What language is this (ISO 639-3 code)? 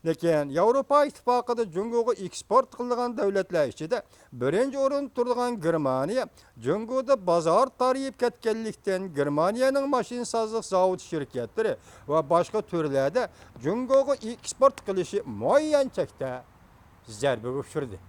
uig